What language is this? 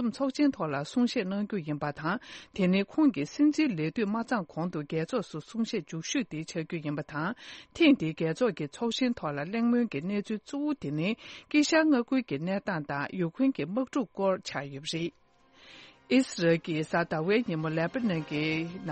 Tibetan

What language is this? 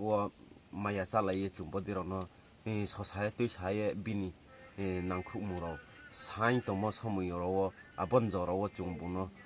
Riang (India)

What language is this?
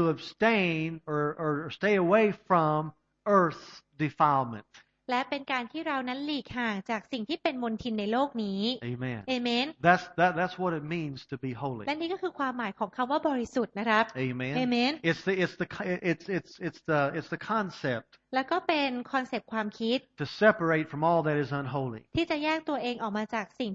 Thai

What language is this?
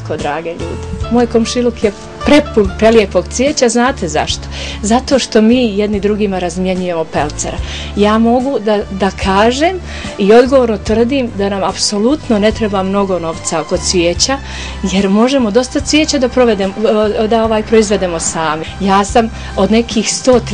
Bosnian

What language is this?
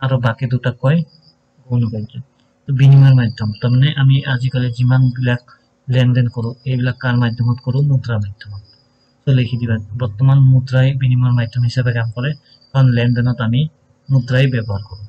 Assamese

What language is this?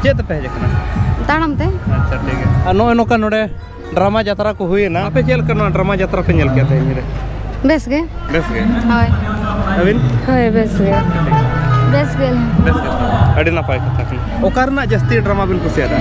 Santali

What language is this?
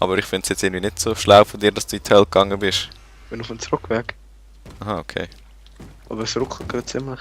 Swiss German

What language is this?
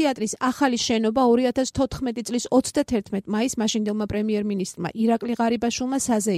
Georgian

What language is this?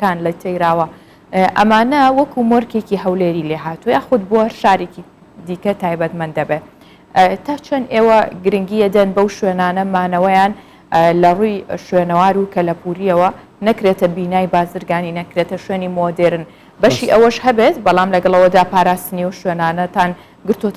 Central Kurdish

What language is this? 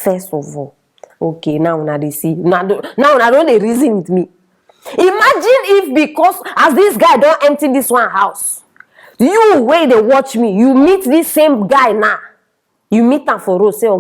Nigerian Pidgin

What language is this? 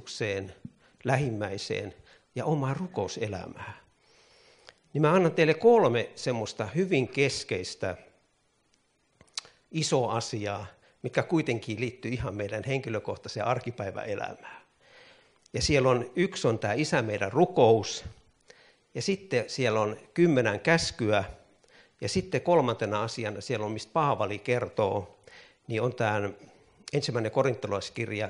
Finnish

